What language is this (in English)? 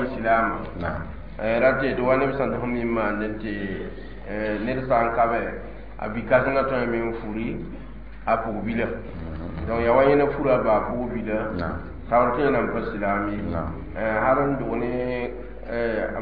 Mossi